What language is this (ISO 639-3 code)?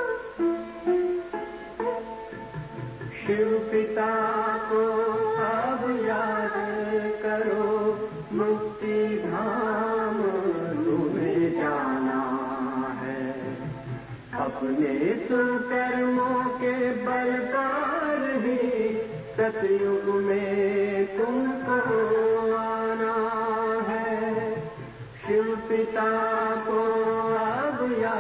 hin